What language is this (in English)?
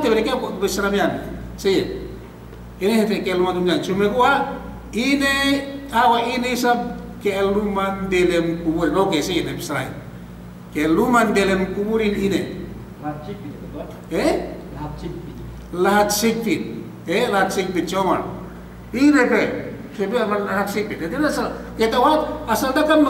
Yakan